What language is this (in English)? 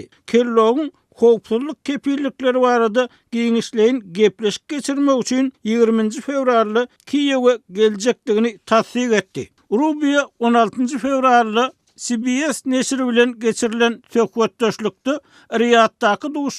Turkmen